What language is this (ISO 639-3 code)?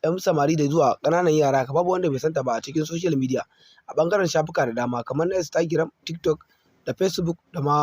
hau